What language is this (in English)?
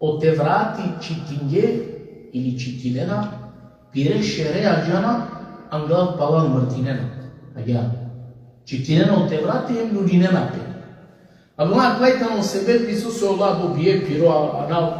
Balkan Romani